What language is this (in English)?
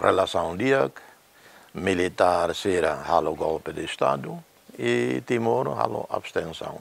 Tetum